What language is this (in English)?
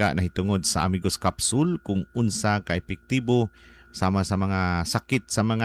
Cebuano